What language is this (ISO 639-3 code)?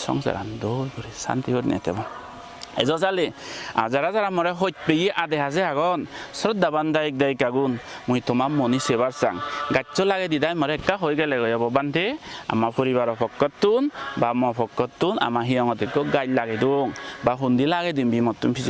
ccp